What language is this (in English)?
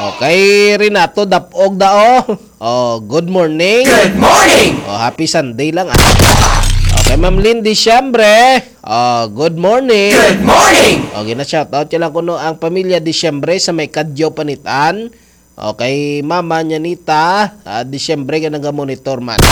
Hiligaynon